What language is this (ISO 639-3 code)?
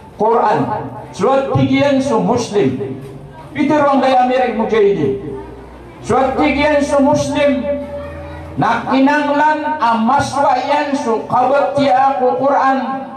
mrw